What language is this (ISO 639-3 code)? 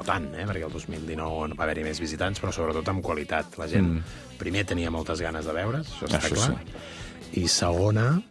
cat